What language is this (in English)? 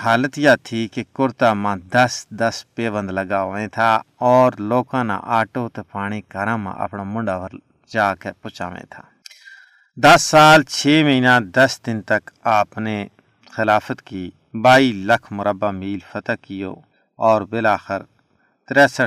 Gujari